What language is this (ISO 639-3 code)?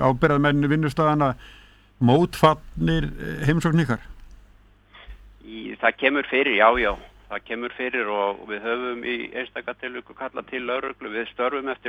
isl